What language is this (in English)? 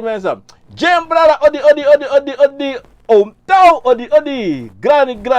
Sranan Tongo